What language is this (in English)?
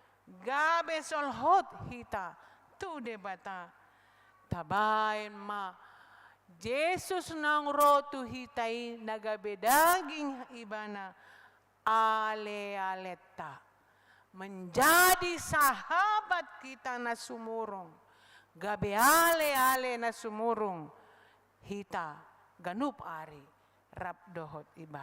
Batak Toba